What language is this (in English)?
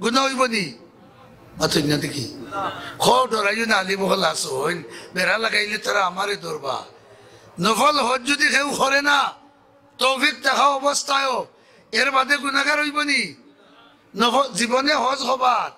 Sylheti